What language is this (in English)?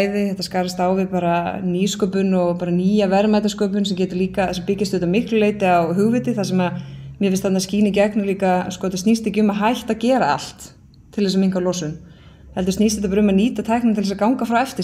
Icelandic